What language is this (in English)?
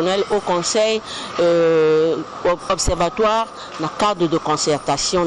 Sango